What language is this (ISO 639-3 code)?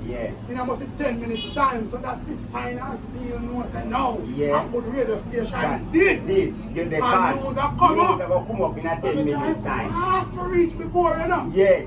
jam